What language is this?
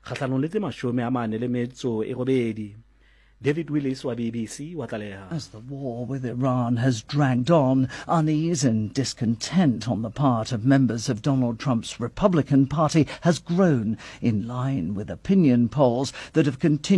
Southern Sotho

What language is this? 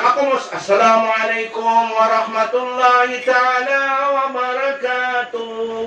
Maranao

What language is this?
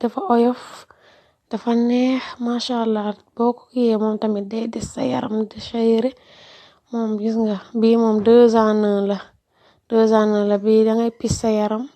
Wolof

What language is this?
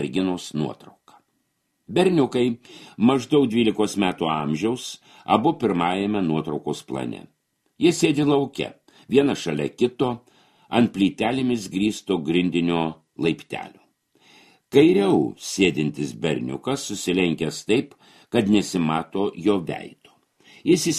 Lithuanian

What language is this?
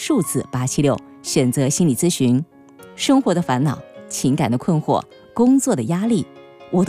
Chinese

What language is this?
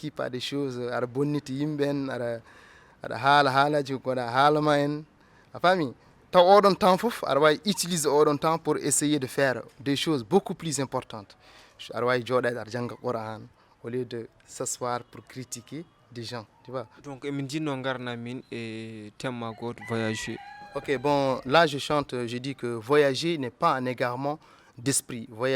Fula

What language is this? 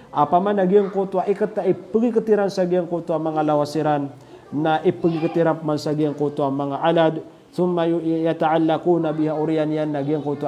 Maranao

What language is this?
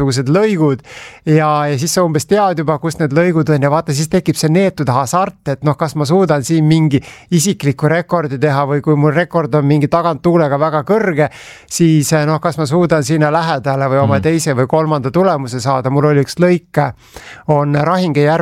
Estonian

